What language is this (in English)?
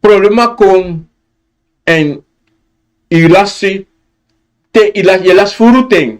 Sranan Tongo